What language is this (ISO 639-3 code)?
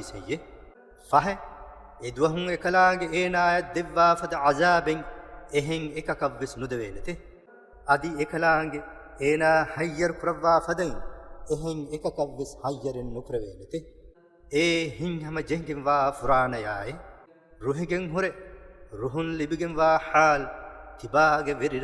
div